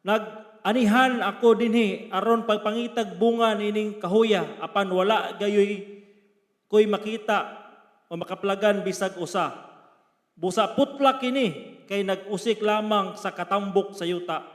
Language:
Cebuano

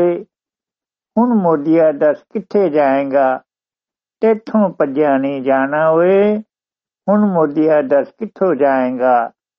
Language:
Punjabi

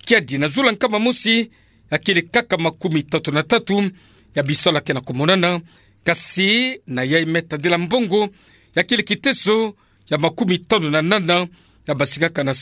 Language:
Kituba (Democratic Republic of Congo)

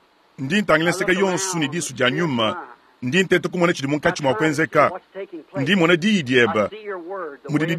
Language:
Luba-Lulua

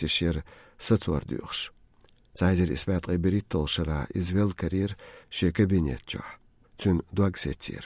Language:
Chechen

